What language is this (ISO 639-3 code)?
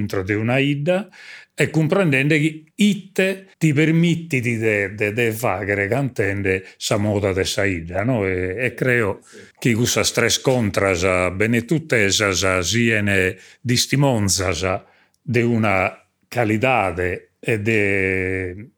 srd